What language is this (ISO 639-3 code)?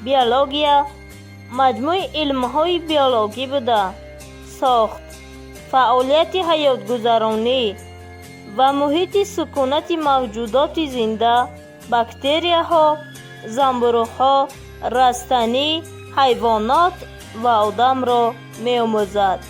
tgk